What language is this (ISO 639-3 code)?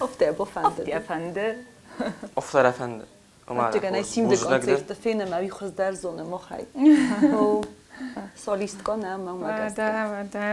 oss